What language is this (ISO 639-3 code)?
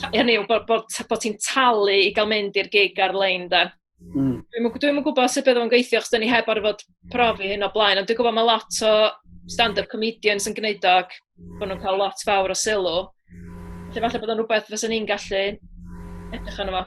cym